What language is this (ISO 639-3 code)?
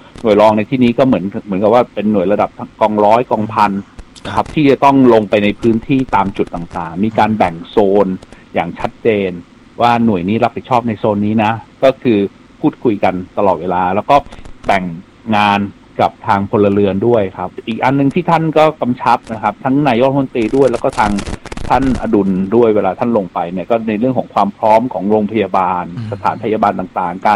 tha